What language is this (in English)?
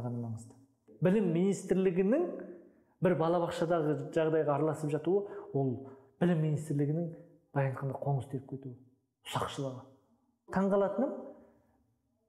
Kazakh